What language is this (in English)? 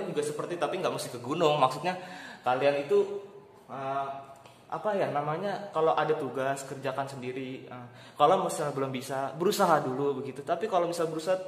Indonesian